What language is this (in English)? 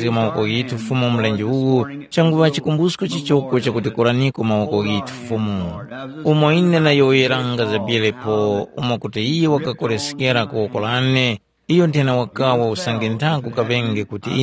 Tumbuka